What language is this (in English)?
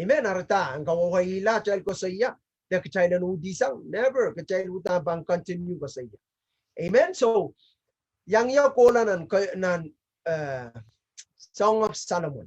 Pohnpeian